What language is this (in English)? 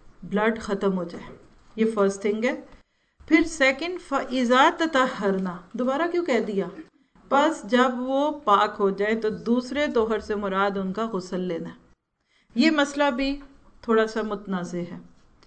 Urdu